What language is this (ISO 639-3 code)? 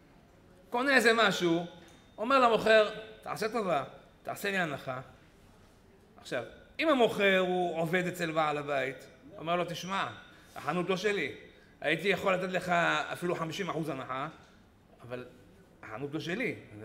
heb